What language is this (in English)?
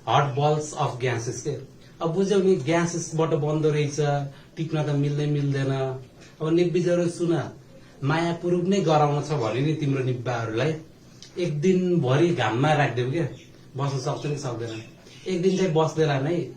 Nepali